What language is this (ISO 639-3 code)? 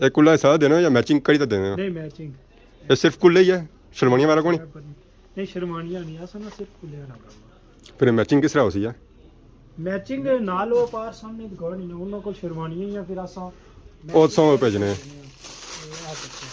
phr